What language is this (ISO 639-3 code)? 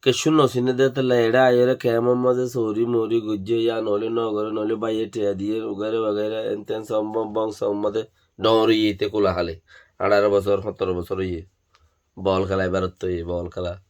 rhg